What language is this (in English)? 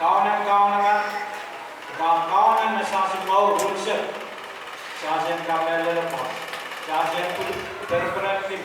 Pohnpeian